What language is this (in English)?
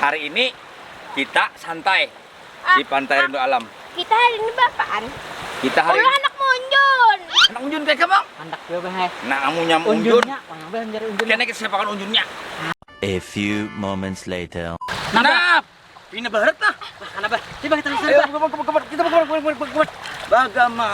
Banjar